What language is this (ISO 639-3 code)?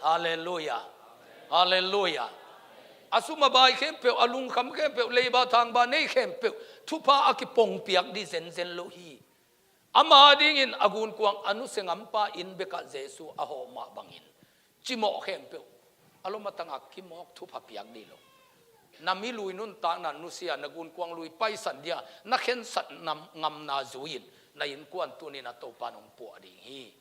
ctd